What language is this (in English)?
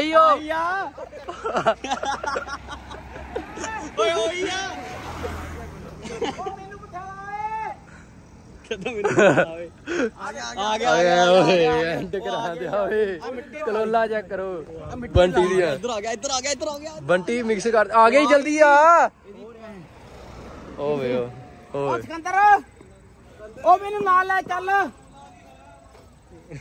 Punjabi